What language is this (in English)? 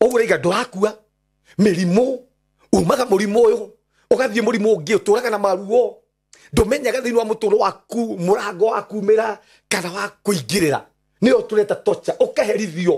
Kikuyu